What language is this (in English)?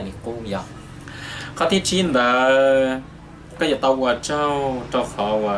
Hmong